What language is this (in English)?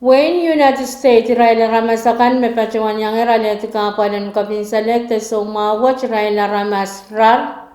Pohnpeian